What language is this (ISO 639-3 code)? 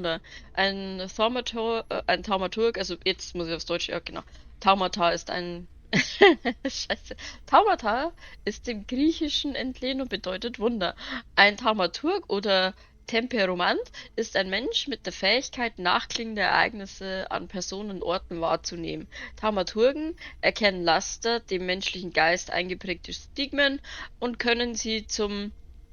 bar